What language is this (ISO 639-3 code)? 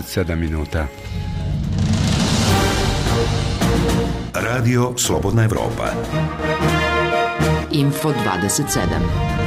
bos